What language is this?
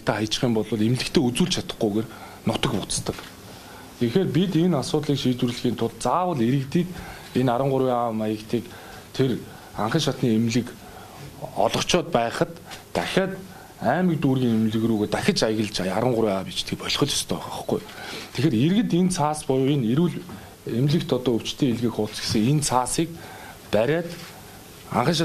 Mongolian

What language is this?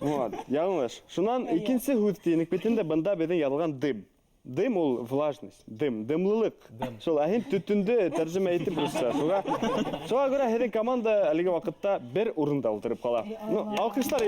Bashkir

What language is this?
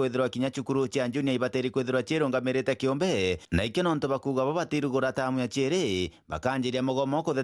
Meru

